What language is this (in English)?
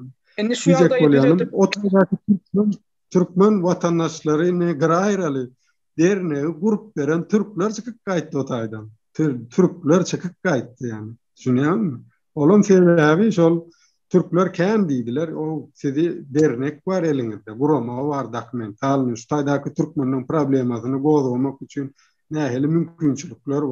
Turkmen